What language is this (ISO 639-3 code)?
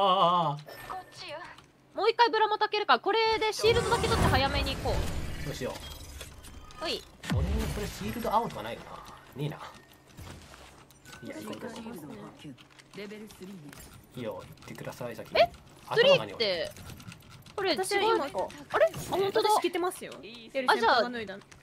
jpn